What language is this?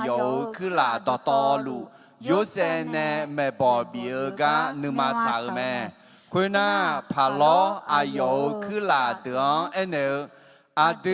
Akha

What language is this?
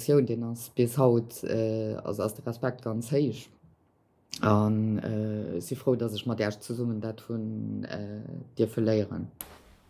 Luxembourgish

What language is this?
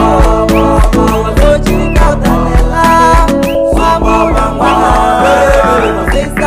Swahili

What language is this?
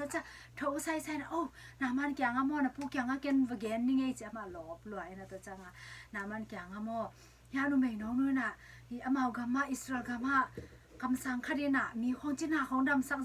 Tedim Chin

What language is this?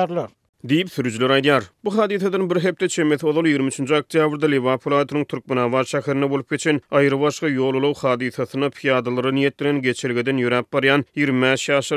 Turkmen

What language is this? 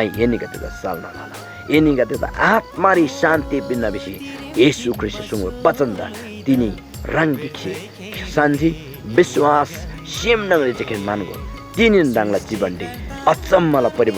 Eastern Tamang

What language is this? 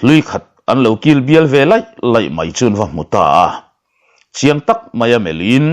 Mizo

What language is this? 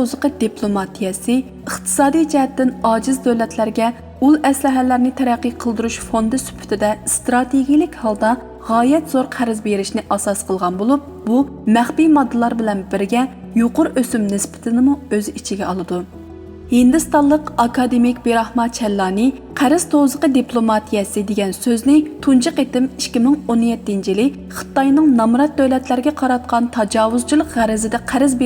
Uyghur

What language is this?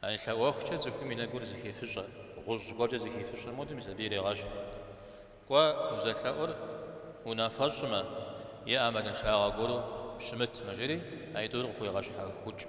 Kabardian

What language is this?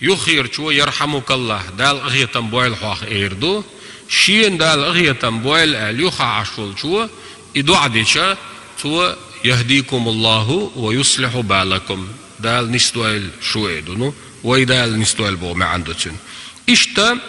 Chechen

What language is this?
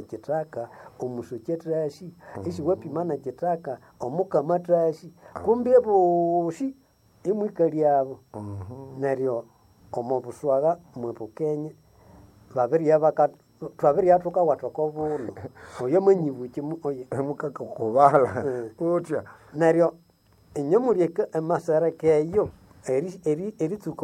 Nande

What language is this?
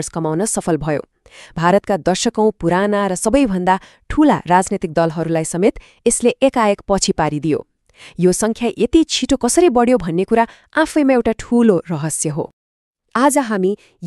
Nepali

